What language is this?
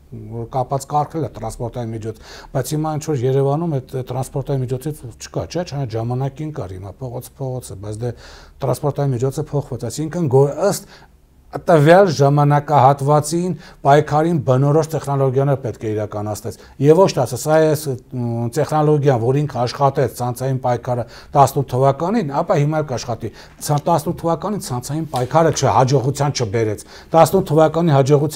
Armenian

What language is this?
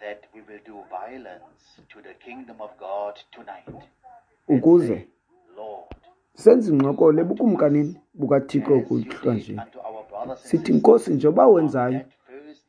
Xhosa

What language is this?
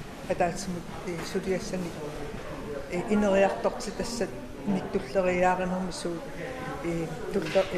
Kalaallisut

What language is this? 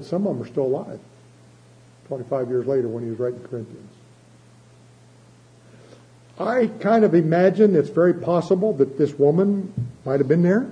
English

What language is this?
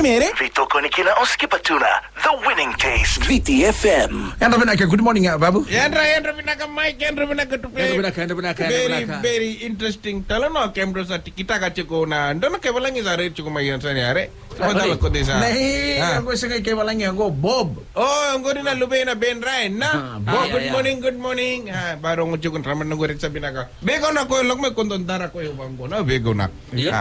Fijian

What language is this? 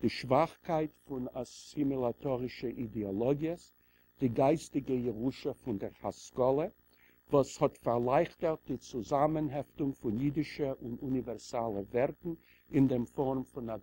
Yiddish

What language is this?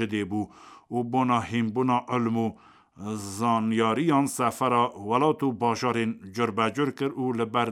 Kurdish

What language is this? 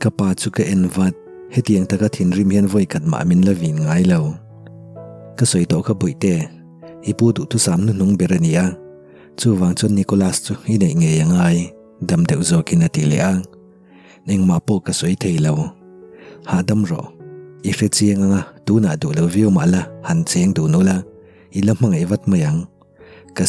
Mizo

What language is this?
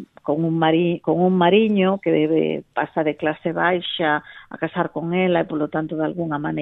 Galician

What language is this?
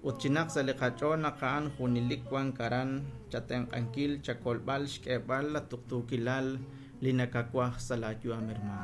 Kekchí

